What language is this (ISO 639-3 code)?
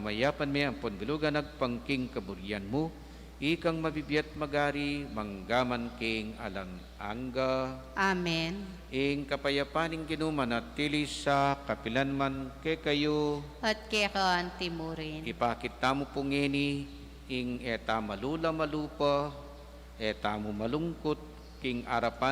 pam